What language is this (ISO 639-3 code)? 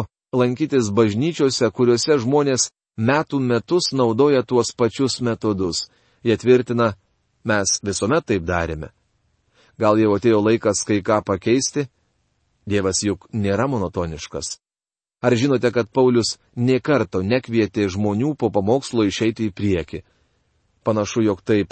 lit